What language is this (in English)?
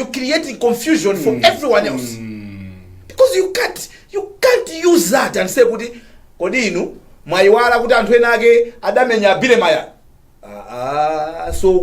Nyanja